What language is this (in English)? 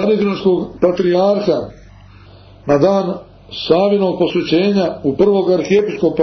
Serbian